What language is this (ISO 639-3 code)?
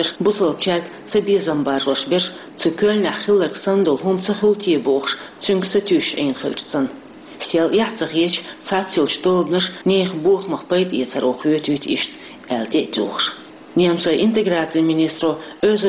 che